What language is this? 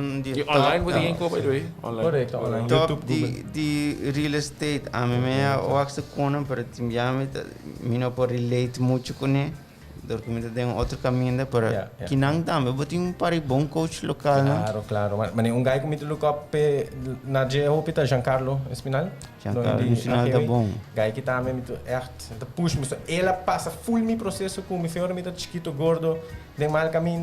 Papiamento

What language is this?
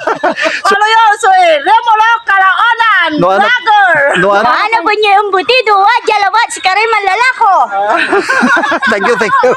Pangasinan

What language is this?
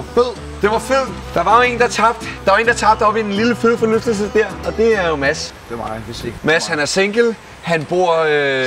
Danish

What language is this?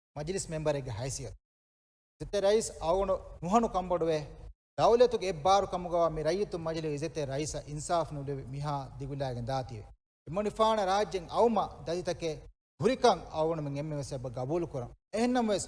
Divehi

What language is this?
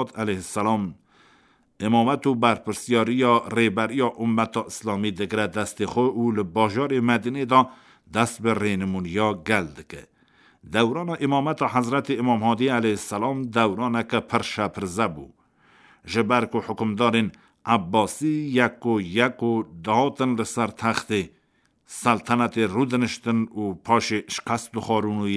Kurdish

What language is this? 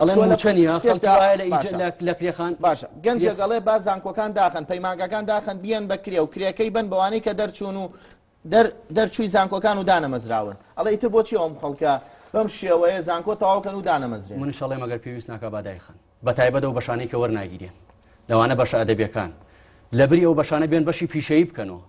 Central Kurdish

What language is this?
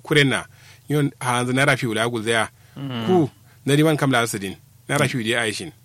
Kanuri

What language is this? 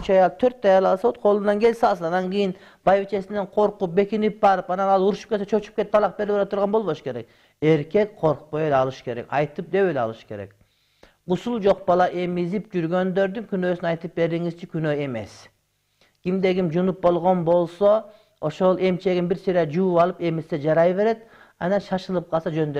Kyrgyz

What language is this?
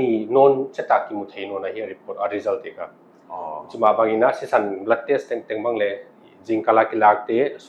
Paite Chin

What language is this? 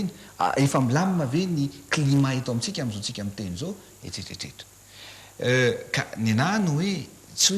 Malagasy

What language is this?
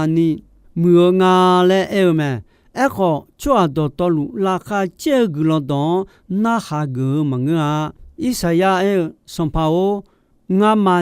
Akha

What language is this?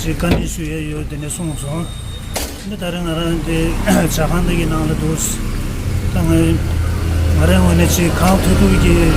Tibetan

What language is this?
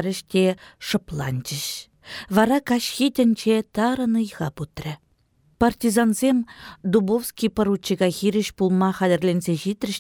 Chuvash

